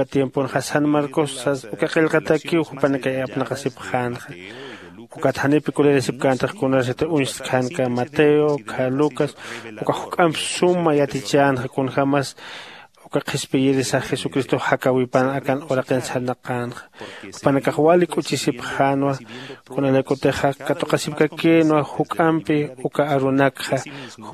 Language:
Aymara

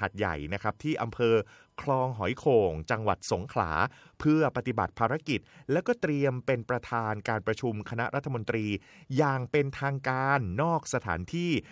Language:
Thai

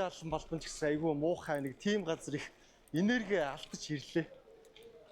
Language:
Mongolian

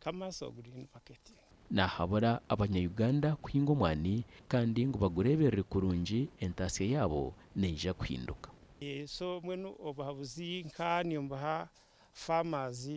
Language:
Nyankole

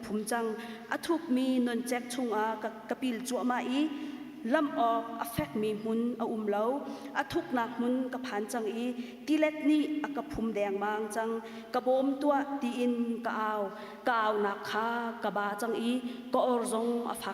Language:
Hakha Chin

